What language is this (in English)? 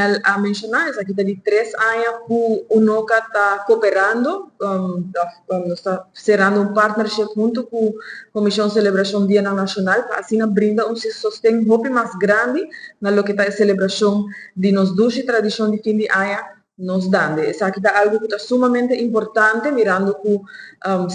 Papiamento